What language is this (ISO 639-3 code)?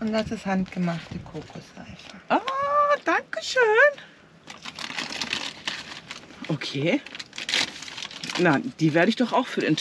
deu